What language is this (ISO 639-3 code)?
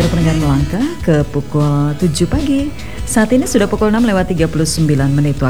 ind